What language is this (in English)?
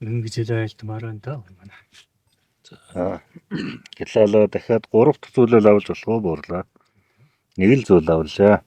Mongolian